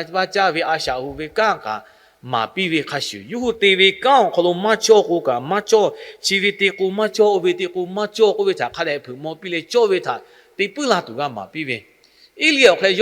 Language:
Lahu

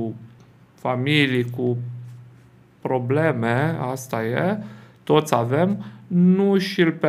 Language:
Romanian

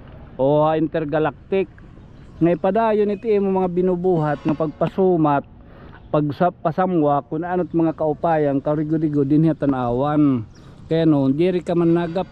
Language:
Waray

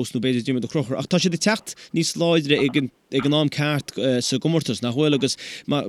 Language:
Irish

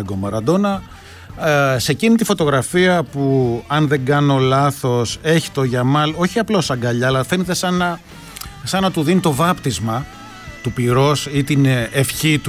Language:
Greek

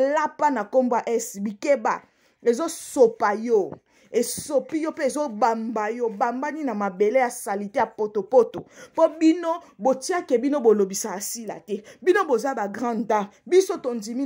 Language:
Lingala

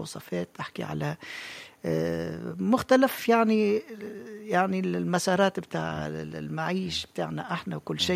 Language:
Tunisian Arabic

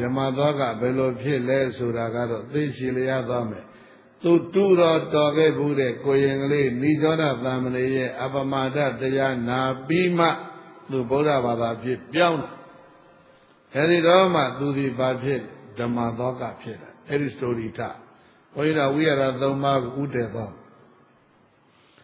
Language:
Burmese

